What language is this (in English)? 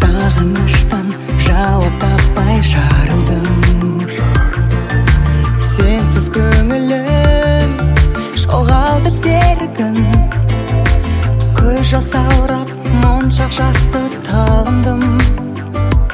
Kazakh